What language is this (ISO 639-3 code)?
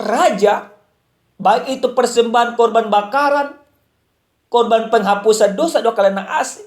bbc